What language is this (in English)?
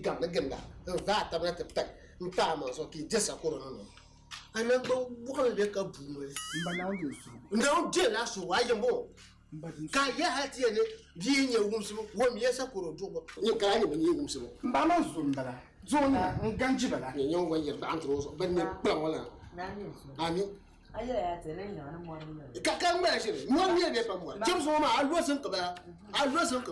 Dagbani